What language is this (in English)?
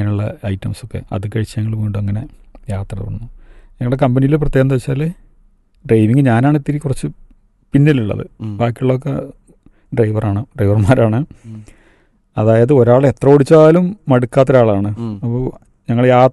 Malayalam